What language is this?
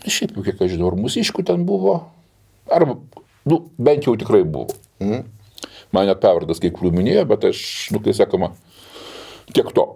Lithuanian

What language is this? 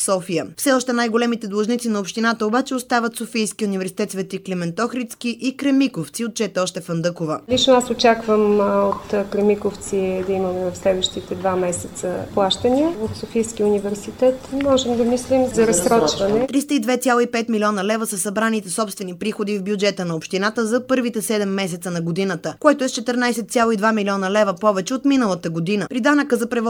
Bulgarian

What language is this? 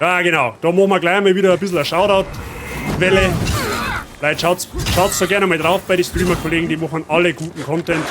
Bavarian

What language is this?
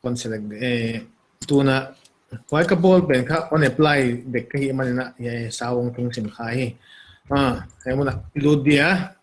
Paite Chin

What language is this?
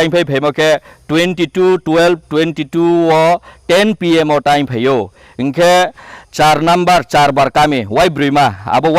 Kok Borok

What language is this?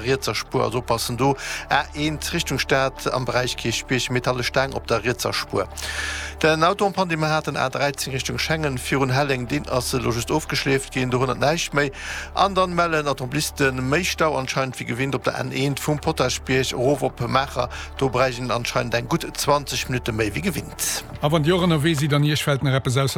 Luxembourgish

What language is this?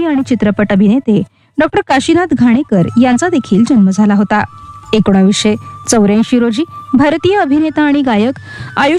Marathi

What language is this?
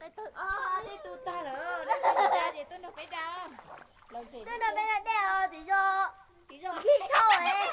Hmong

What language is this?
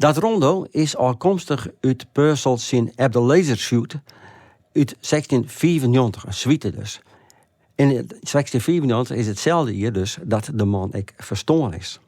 Western Frisian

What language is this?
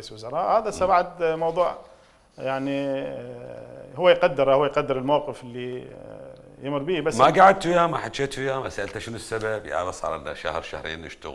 Mesopotamian Arabic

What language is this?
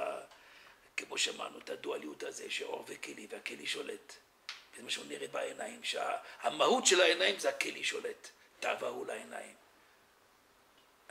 Hebrew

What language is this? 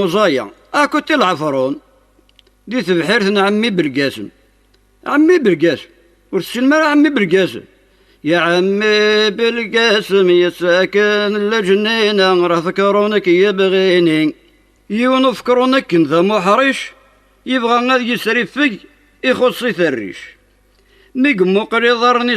Kabyle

